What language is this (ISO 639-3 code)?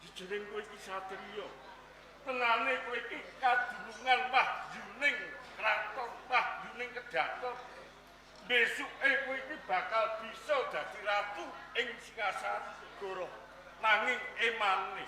jav